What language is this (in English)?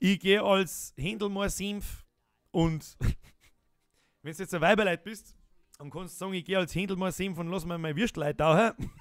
Bavarian